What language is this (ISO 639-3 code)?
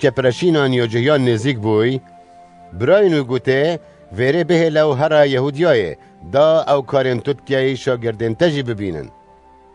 kur